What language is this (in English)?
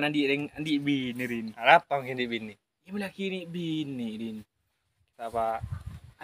Madurese